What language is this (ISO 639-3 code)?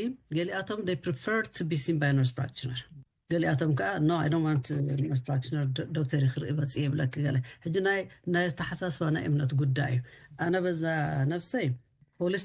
tir